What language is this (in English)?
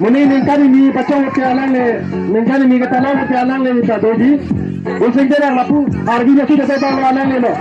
Karbi